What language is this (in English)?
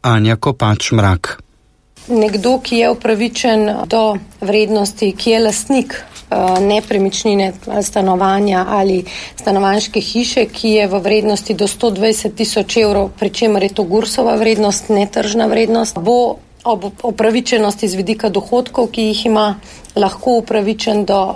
Slovenian